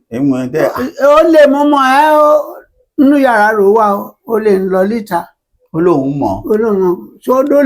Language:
Yoruba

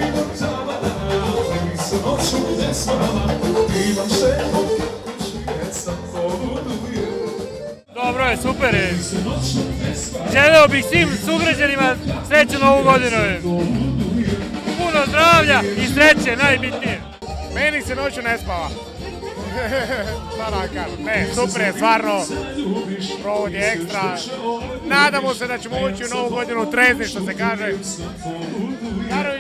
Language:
Serbian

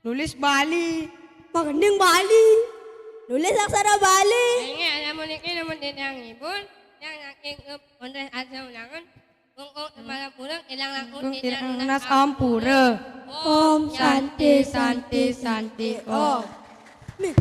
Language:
Balinese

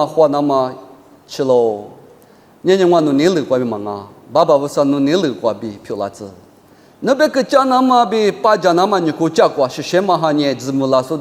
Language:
Lisu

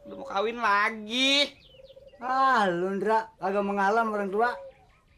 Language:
Betawi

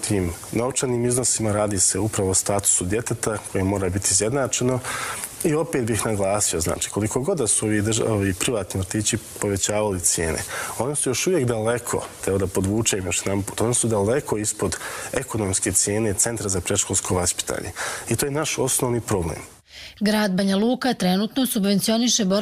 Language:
Croatian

